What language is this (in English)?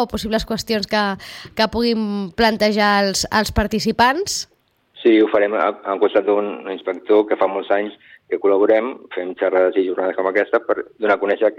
Catalan